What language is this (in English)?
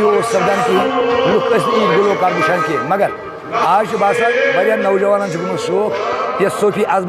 Kashmiri